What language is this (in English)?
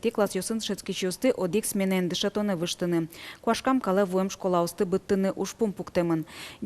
Udmurt